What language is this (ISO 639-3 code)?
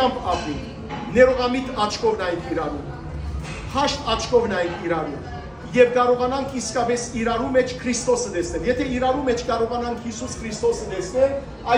hyw